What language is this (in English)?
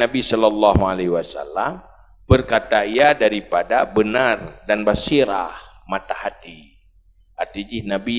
Achinese